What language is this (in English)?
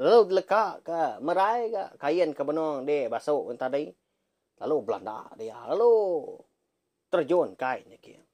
Iban